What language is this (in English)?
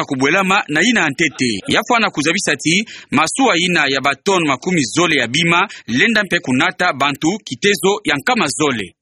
Kituba (Democratic Republic of Congo)